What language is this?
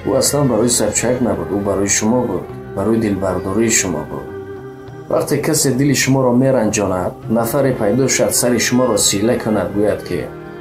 Tajik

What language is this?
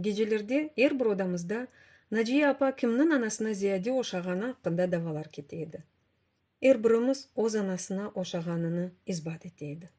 Crimean Tatar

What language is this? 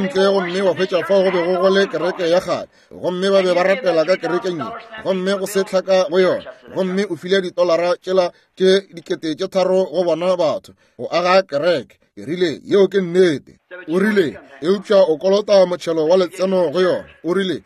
Northern Sotho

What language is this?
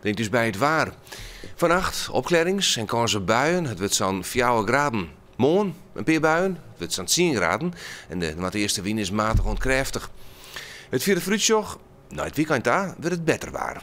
Western Frisian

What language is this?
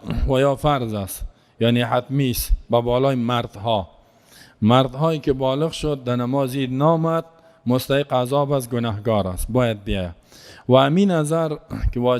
Persian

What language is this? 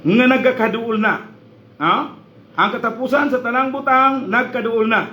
Cebuano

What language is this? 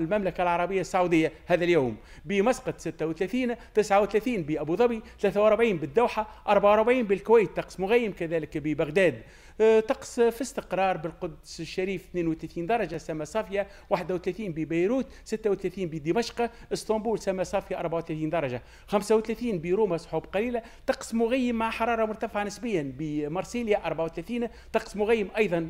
Tunisian Arabic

